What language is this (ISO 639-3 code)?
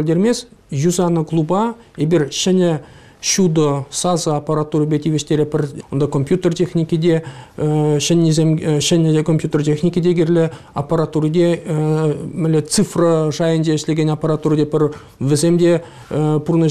chv